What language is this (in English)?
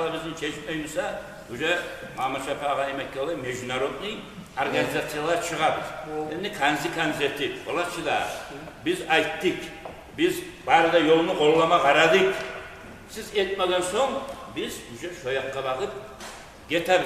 Kumyk